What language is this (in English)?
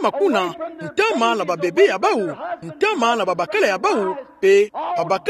Kituba (Democratic Republic of Congo)